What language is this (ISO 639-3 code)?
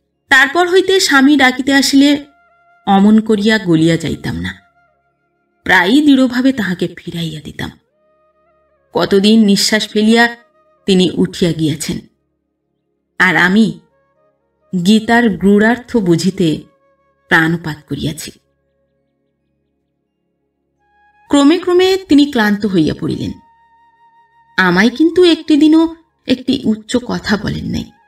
ben